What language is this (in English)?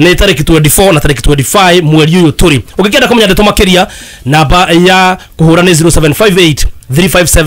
Kikuyu